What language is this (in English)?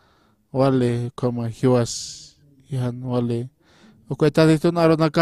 Aymara